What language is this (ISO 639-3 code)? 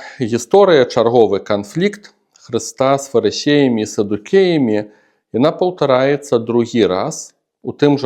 bel